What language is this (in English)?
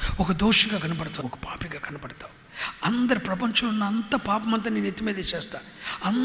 Telugu